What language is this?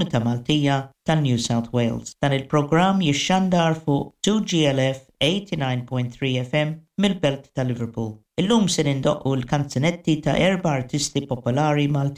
Maltese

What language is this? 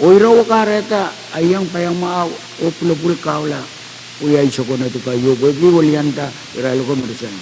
Pohnpeian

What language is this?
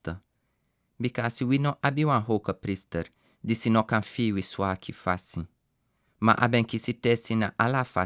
Sranan Tongo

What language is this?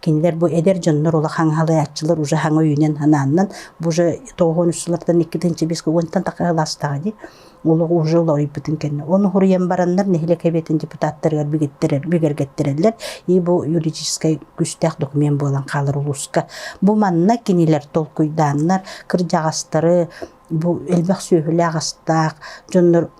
Yakut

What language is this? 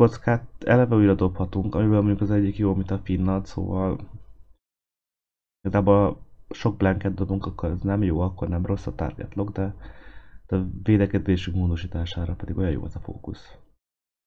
Hungarian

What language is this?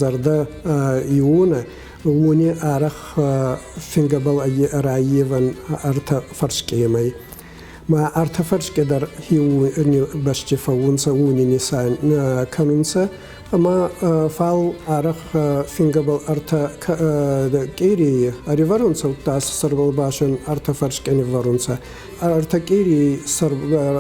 Ossetic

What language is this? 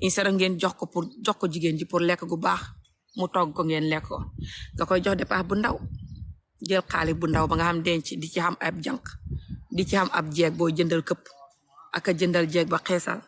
Wolof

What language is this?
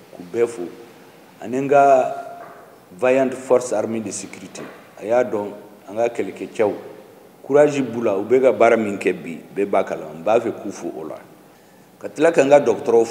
Bambara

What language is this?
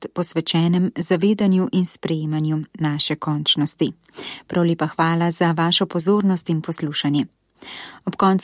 Slovenian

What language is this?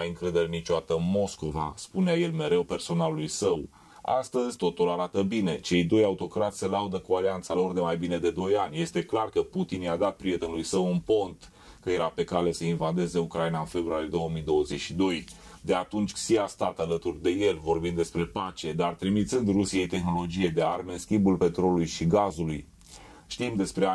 Romanian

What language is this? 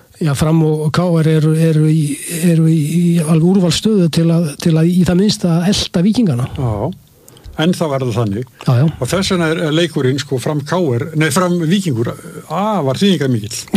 Icelandic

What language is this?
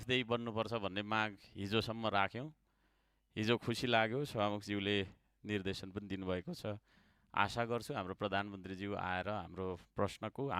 Nepali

